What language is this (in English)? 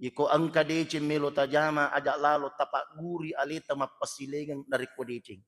Buginese